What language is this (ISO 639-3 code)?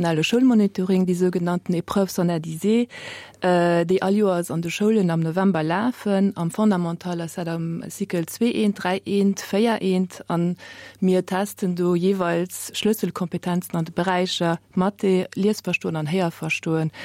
ltz